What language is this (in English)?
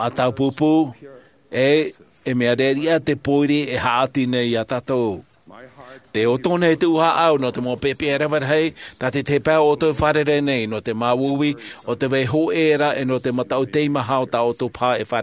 Tahitian